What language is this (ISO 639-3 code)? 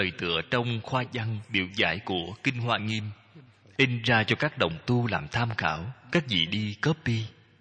vie